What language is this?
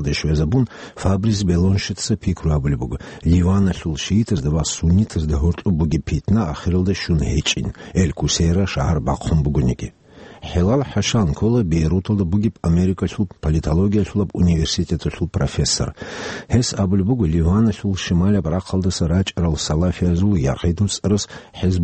Avaric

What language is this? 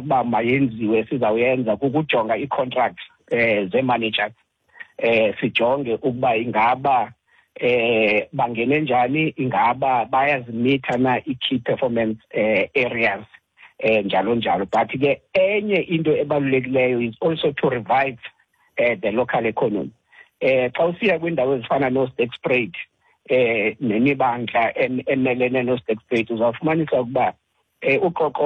Xhosa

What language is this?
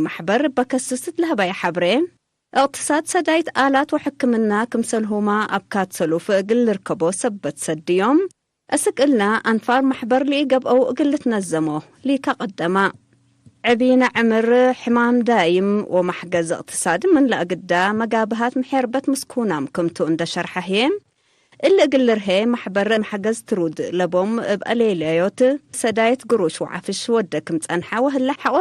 Tigre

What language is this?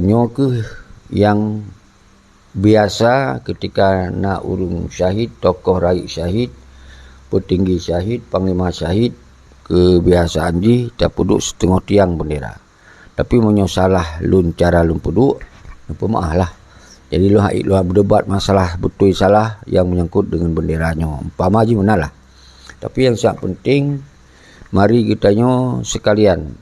Achinese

